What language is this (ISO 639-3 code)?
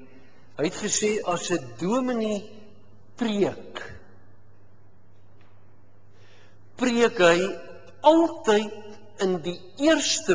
afr